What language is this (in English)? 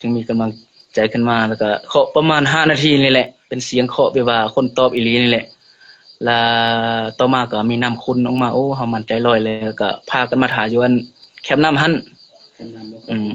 Lao